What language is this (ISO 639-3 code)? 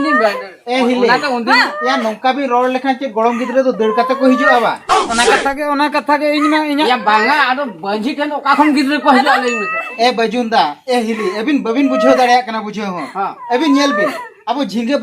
sat